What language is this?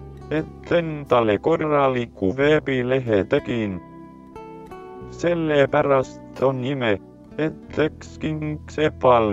Estonian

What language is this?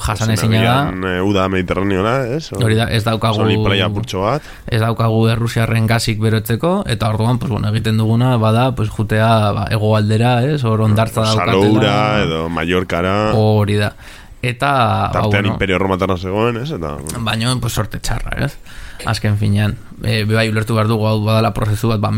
Basque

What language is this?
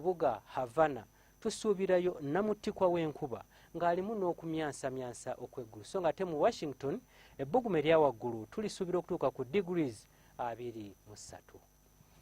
Ganda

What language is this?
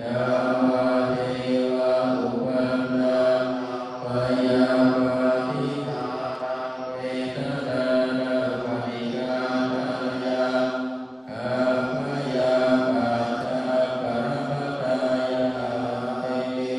Pali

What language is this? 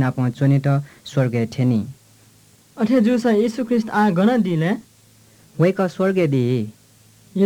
Newari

